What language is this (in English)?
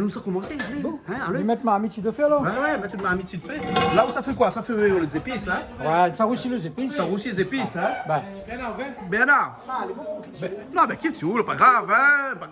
Réunion Creole French